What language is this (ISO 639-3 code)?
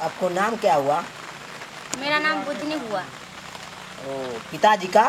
mai